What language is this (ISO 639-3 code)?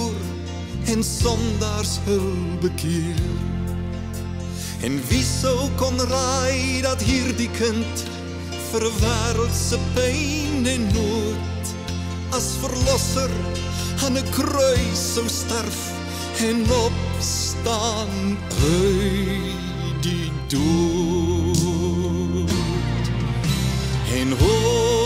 afr